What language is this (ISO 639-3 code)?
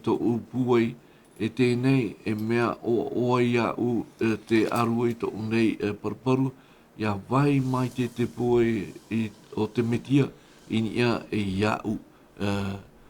tah